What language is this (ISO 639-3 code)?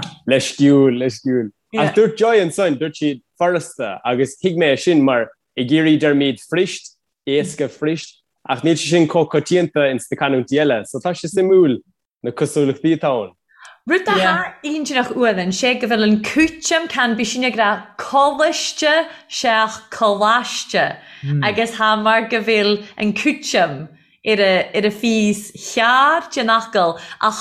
gle